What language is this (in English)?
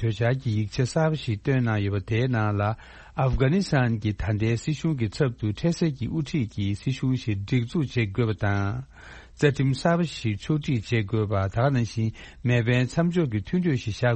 Tibetan